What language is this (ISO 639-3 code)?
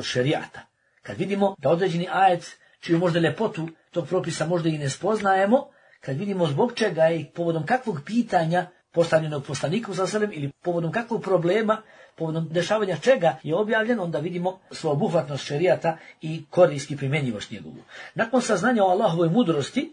bos